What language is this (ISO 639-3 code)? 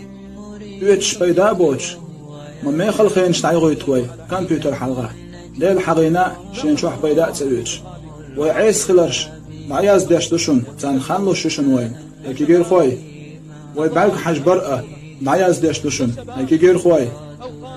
che